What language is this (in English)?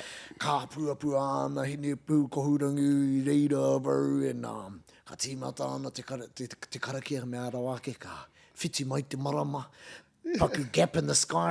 Māori